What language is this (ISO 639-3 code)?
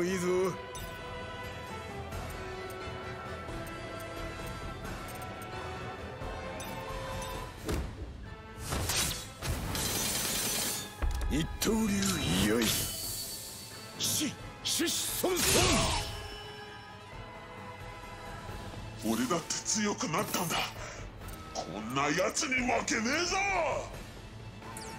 jpn